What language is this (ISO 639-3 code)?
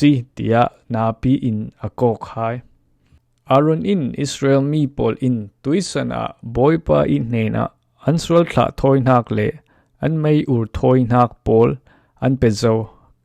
cfm